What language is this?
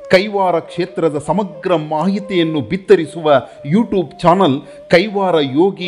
Kannada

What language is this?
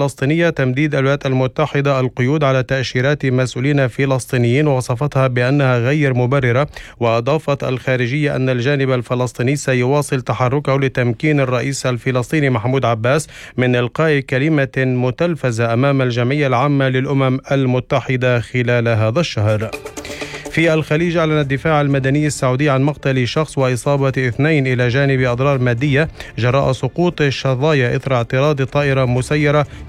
Arabic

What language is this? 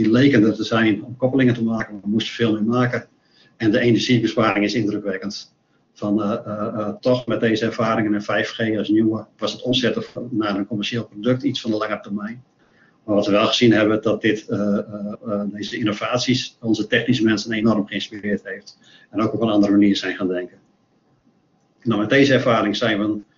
Dutch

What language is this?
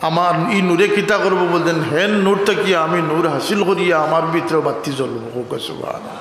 Sylheti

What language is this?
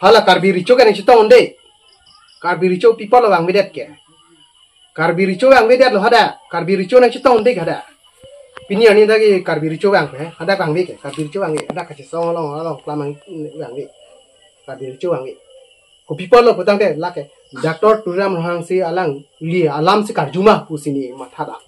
Karbi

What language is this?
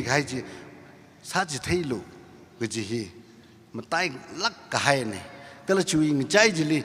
Tangkhul Naga (India)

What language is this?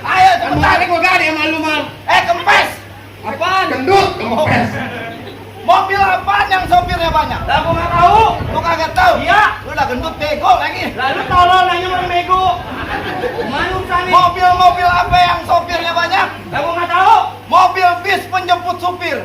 Betawi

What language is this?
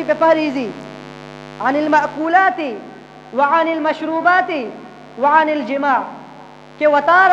Eastern Balochi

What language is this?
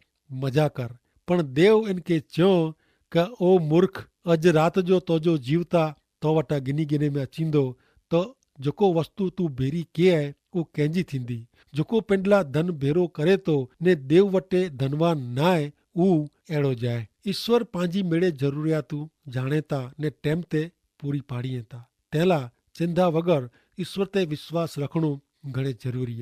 Kachhi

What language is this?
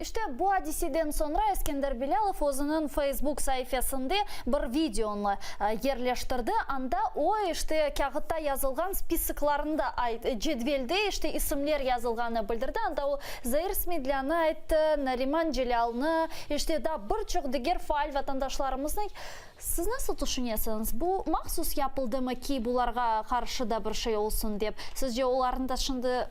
Crimean Tatar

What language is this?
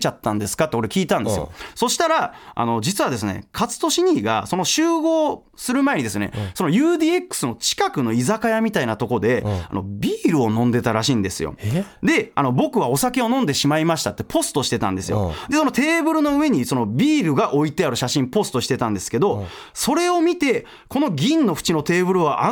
Japanese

